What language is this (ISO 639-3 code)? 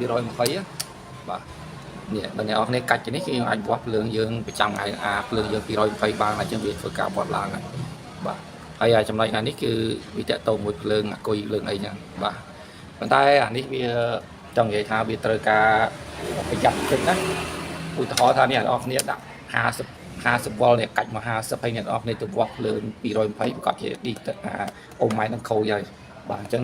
khm